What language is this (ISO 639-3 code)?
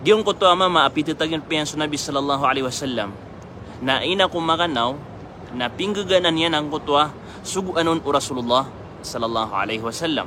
mrw